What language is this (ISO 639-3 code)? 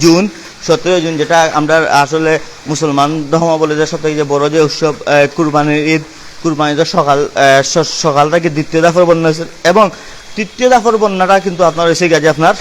syl